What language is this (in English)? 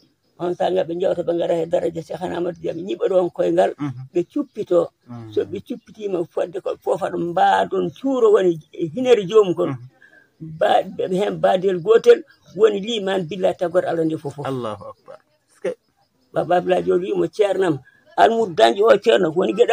Fula